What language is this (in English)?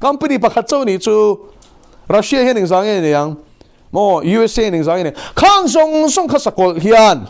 Mizo